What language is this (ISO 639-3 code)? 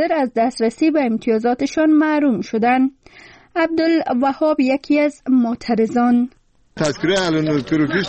fas